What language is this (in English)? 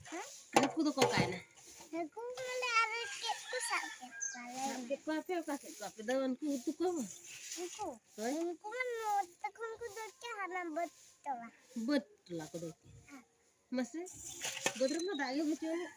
Santali